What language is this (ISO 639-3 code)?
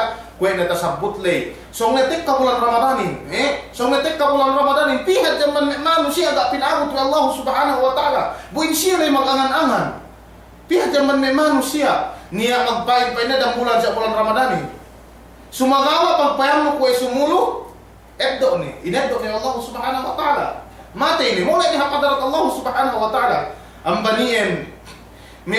yka